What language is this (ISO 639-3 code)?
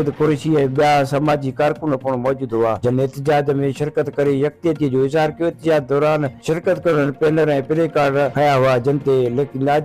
snd